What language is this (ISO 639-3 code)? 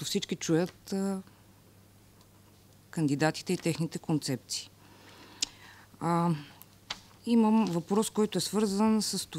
bul